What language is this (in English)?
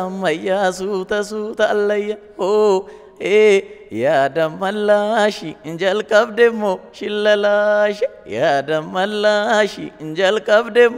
Oromo